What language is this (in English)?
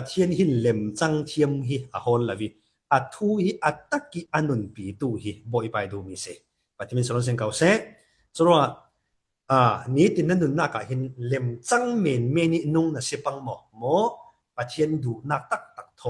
Falam Chin